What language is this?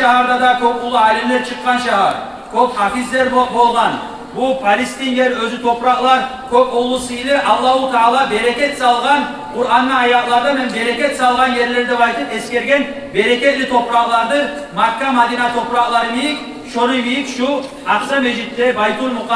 Kumyk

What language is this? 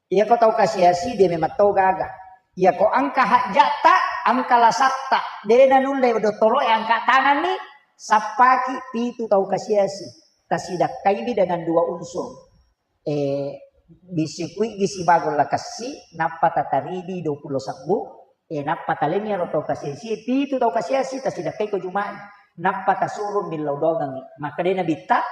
Buginese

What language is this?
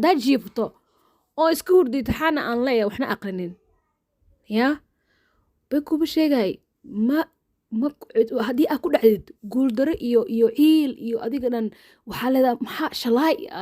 Somali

